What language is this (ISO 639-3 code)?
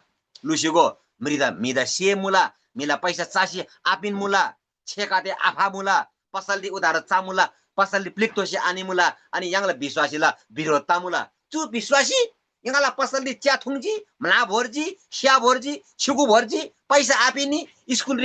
taj